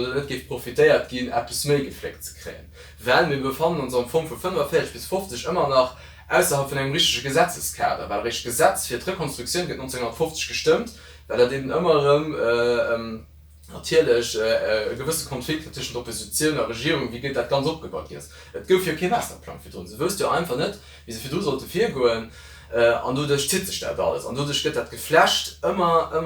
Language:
Luxembourgish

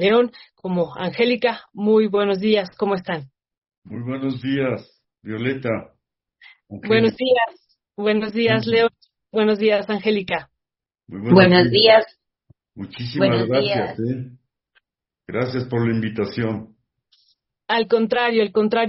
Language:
Spanish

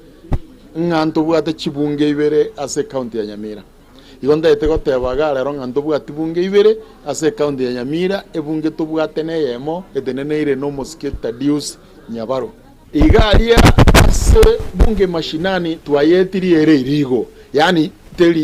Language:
Gusii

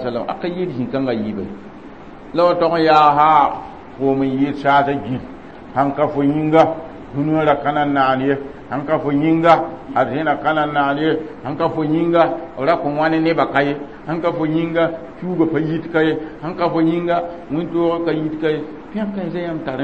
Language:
Mossi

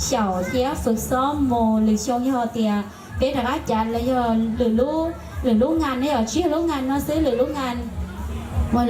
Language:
Hmong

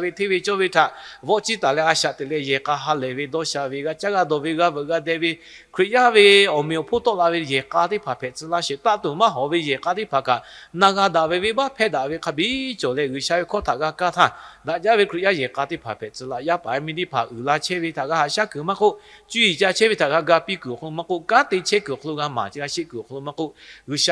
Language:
Lahu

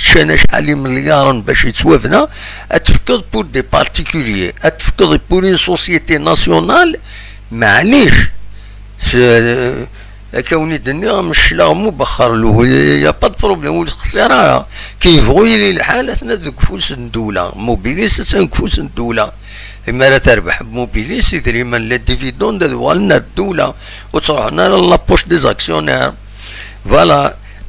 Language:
Kabyle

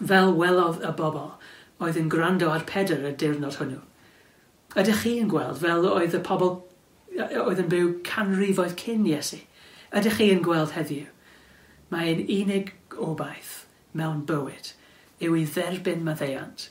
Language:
Welsh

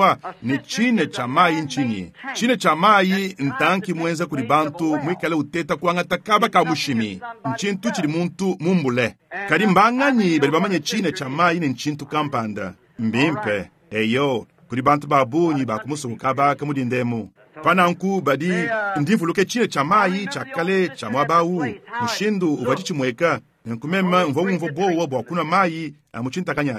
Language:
Luba-Lulua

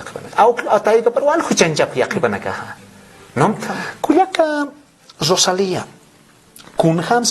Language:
Aymara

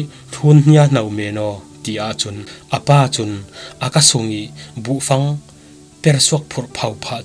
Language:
Falam Chin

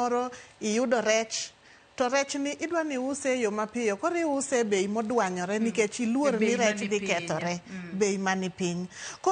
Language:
Luo (Kenya and Tanzania)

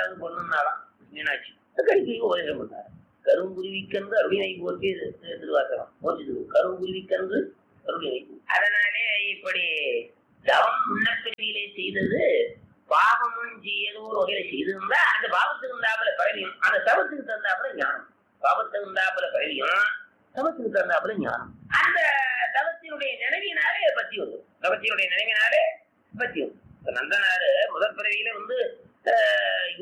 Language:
Tamil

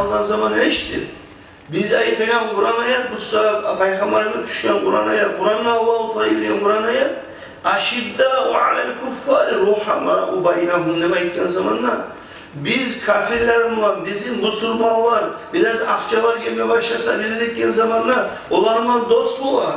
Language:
Kumyk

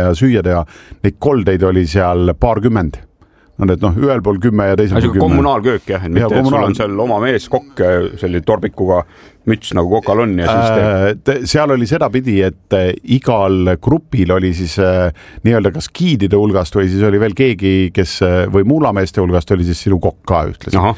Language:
Estonian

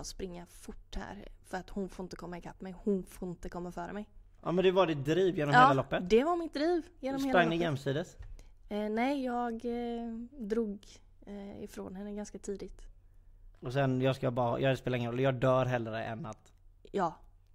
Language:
Swedish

